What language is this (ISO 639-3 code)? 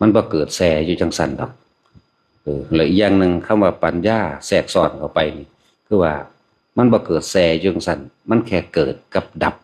tts